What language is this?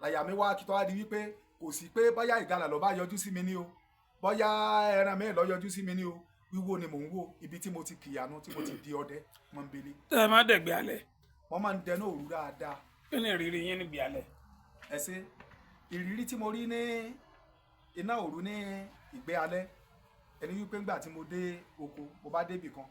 Yoruba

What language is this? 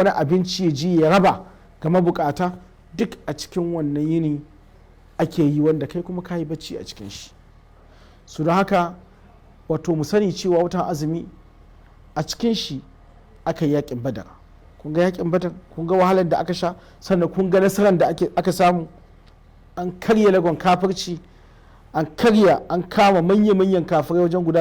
Hausa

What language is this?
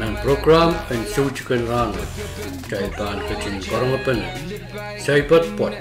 Pohnpeian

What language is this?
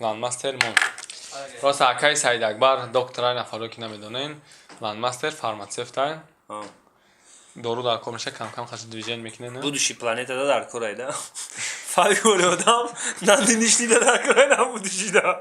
Tajik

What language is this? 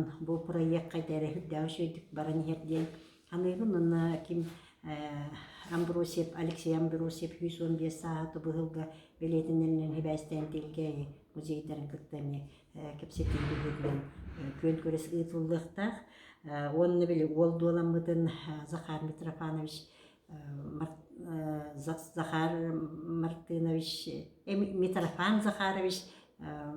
Yakut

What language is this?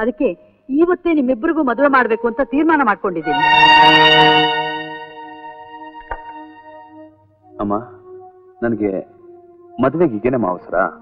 Kannada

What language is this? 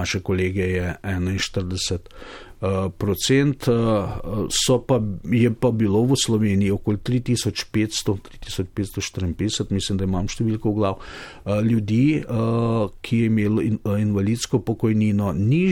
Slovenian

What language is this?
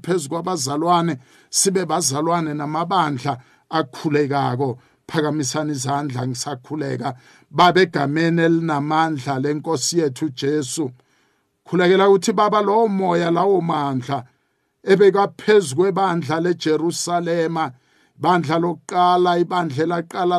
South Ndebele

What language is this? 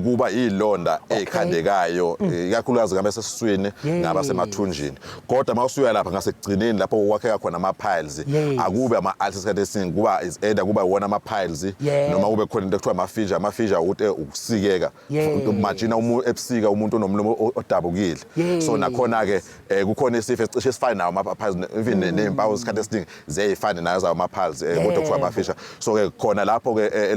Zulu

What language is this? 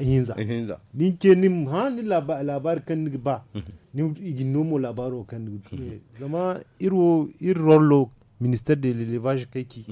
Zarma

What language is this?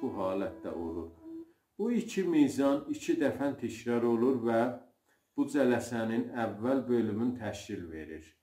South Azerbaijani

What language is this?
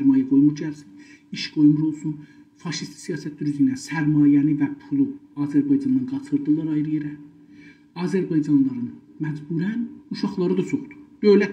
South Azerbaijani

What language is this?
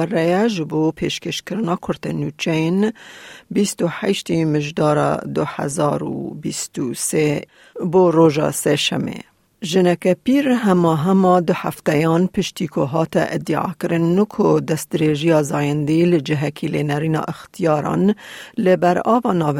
Kurdish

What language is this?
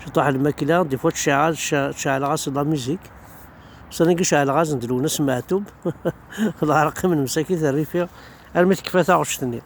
Kabyle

